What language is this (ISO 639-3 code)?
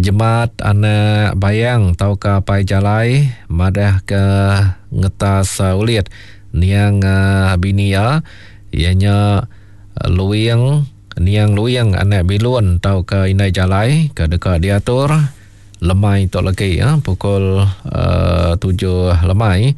iba